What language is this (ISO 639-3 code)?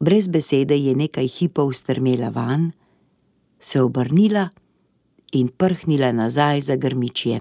slv